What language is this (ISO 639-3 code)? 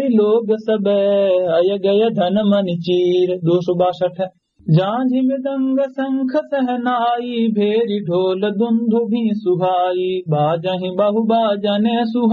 awa